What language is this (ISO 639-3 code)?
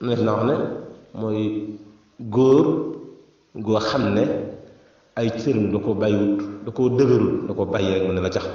wol